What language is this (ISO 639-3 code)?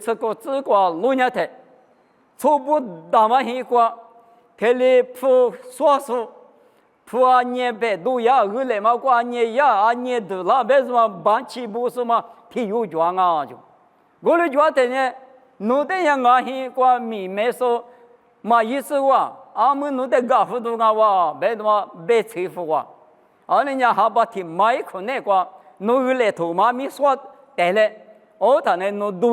lis